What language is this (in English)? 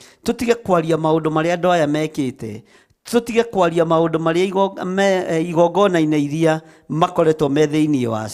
Kikuyu